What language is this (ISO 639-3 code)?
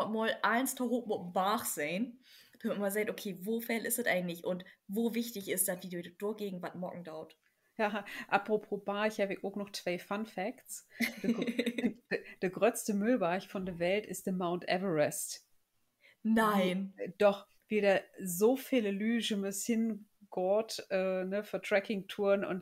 nds